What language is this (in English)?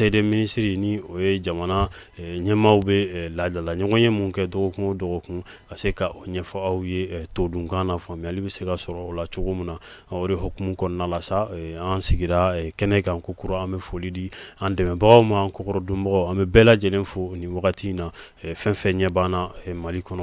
Bambara